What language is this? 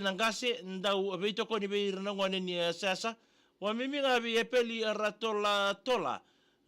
Fijian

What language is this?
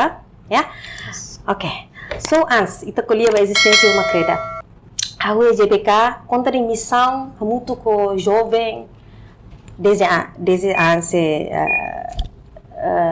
Tetum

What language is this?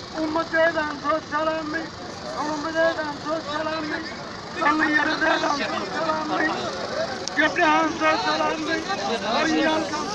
Somali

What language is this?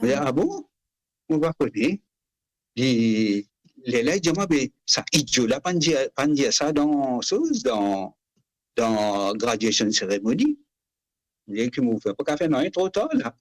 Morisyen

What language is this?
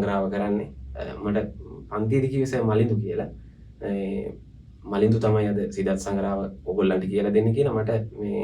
Sinhala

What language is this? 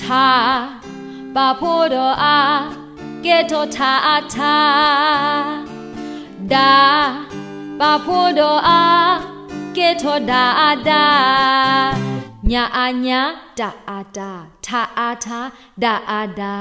S'gaw Karen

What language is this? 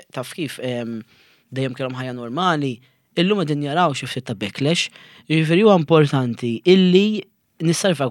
Maltese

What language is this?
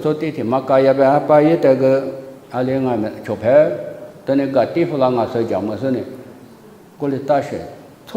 Lisu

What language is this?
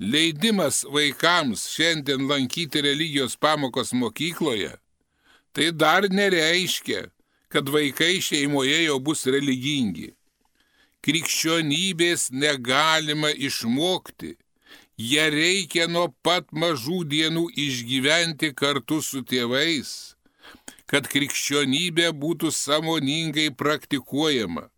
Lithuanian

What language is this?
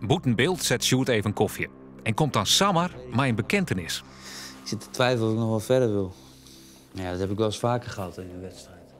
Western Frisian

